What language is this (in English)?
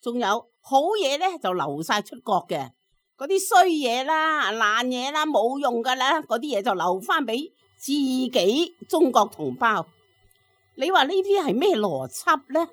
Cantonese